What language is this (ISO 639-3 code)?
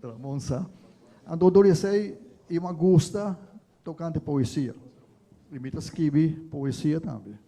pap